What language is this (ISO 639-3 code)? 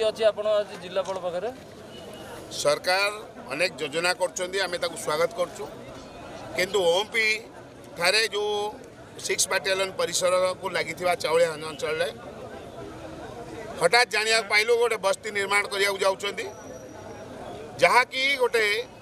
ori